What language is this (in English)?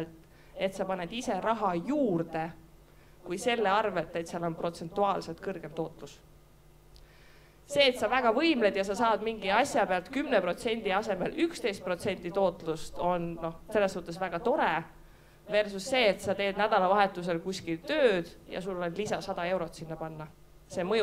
Estonian